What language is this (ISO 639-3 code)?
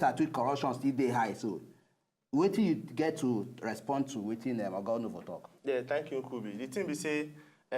pcm